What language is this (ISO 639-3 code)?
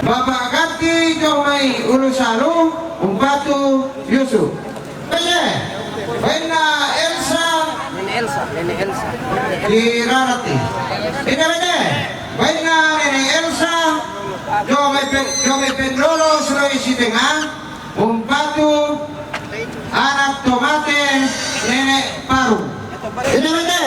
sda